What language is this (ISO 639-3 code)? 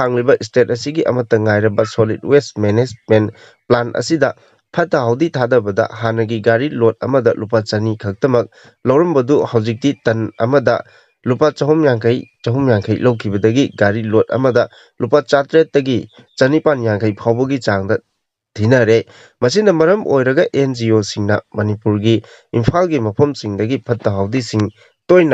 mni